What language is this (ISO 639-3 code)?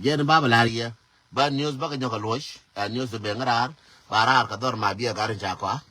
nus